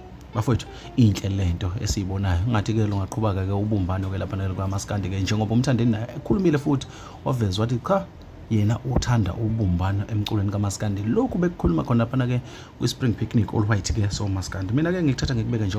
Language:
Zulu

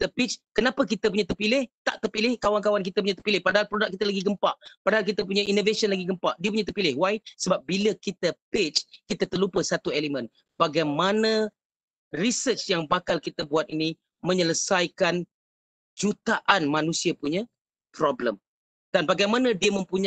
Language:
Malay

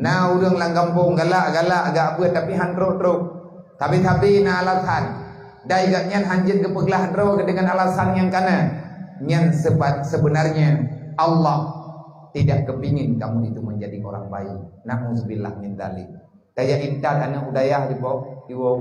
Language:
Achinese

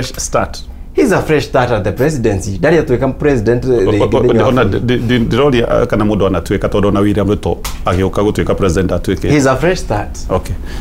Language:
Kikuyu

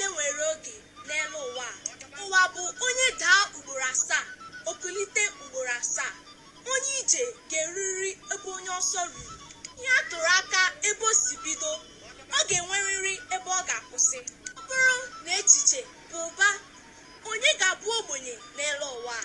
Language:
Igbo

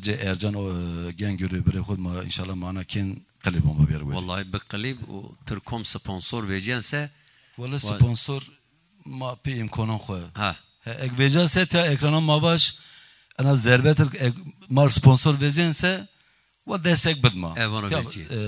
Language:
Zaza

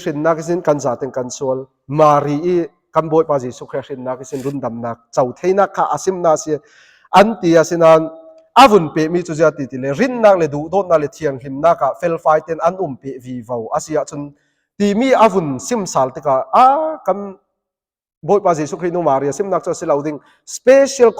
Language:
Falam Chin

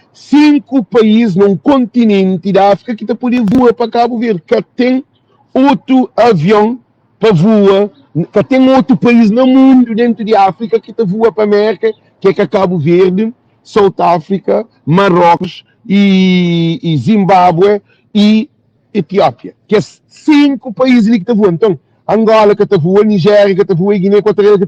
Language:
Kabuverdianu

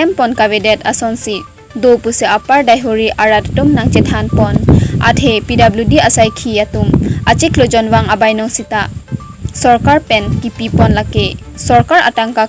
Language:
Karbi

